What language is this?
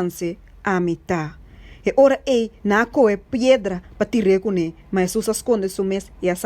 Papiamento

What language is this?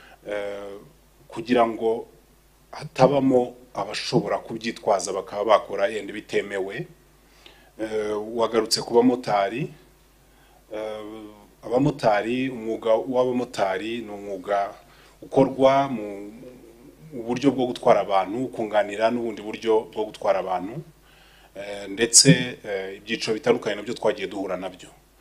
Kinyarwanda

